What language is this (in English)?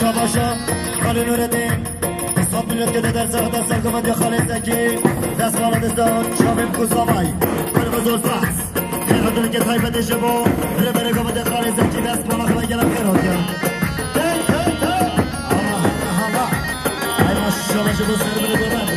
Kurdish